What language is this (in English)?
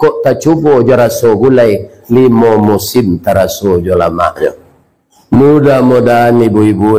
Minangkabau